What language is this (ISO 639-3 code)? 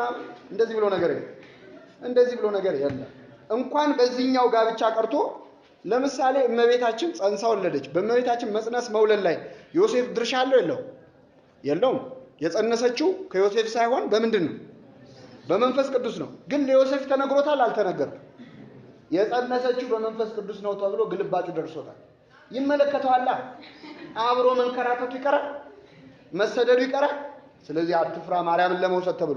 amh